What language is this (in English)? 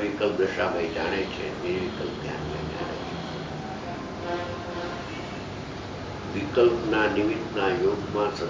Gujarati